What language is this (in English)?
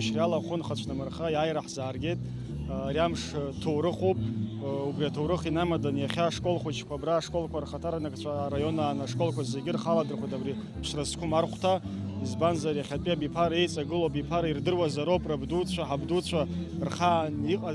Abkhazian